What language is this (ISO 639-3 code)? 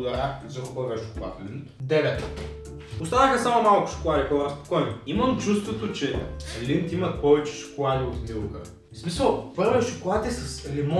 bul